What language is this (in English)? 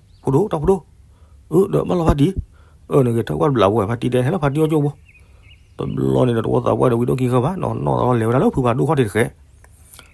S'gaw Karen